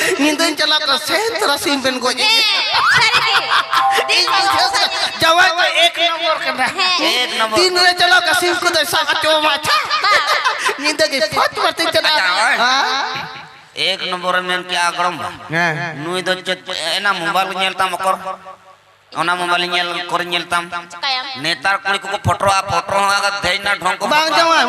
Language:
Santali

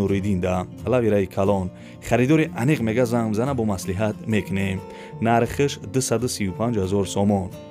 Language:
Tajik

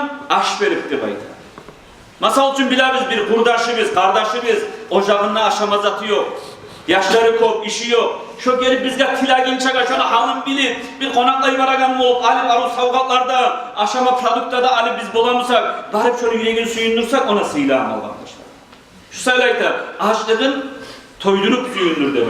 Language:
Kumyk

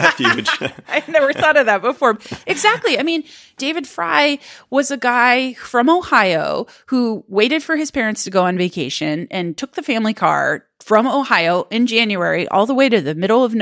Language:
English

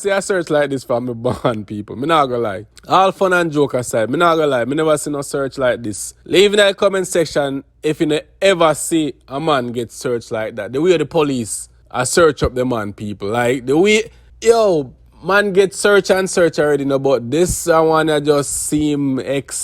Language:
Jamaican Creole English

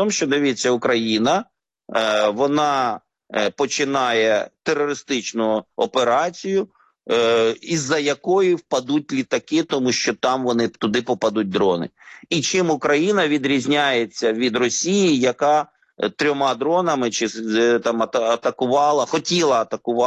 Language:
Ukrainian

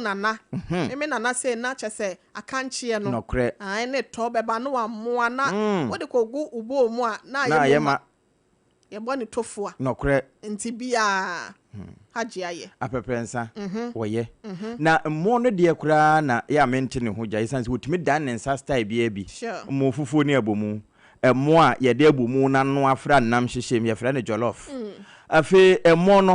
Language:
Akan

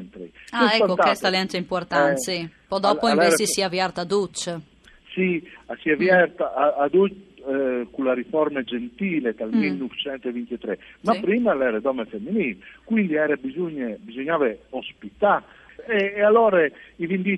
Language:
Friulian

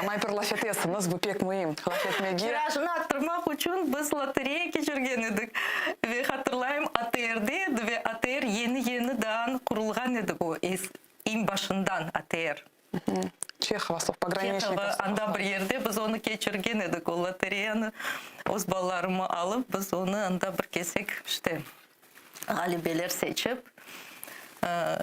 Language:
Crimean Tatar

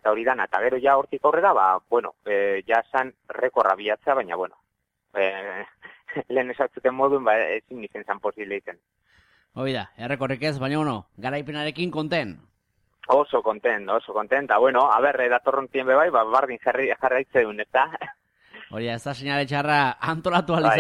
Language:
Basque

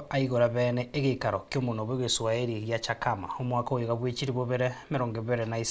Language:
Gusii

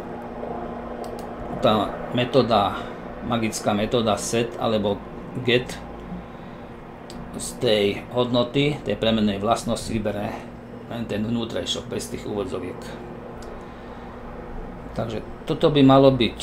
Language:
Slovak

